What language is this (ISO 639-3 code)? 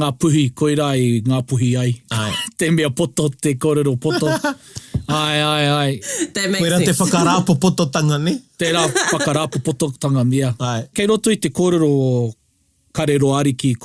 mri